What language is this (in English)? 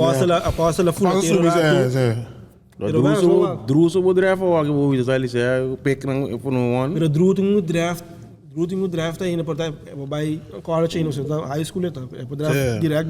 Papiamento